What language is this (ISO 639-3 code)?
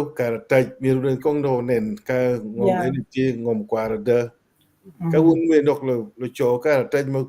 ach